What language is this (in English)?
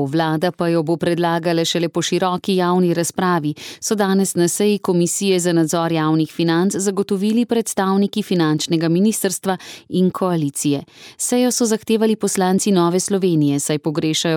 Slovenian